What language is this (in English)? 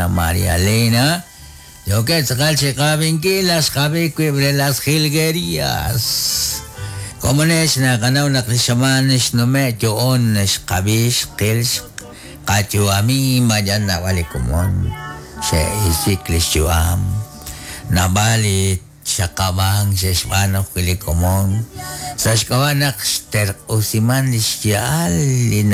Kekchí